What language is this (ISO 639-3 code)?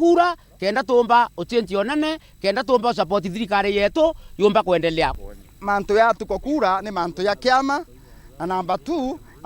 mer